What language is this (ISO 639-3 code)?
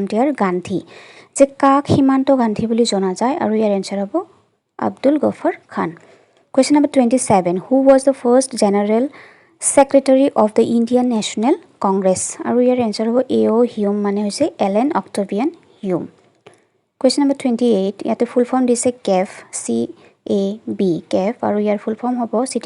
asm